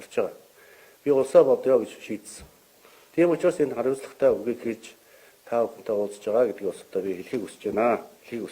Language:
Mongolian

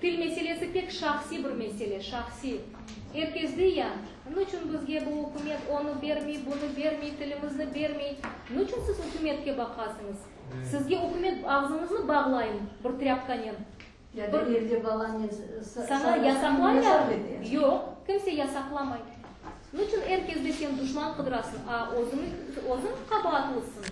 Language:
Crimean Tatar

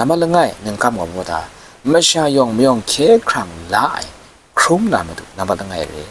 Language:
Kachin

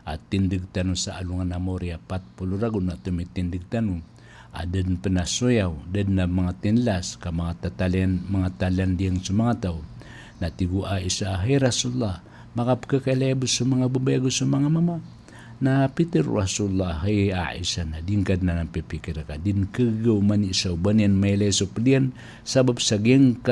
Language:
Maranao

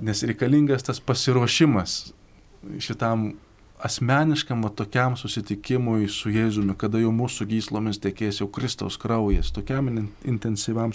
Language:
Lithuanian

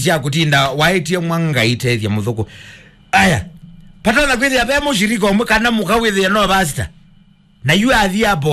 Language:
Kamba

